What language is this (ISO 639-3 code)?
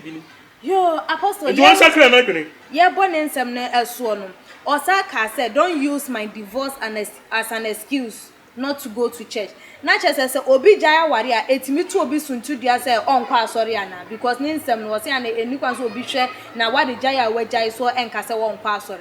aka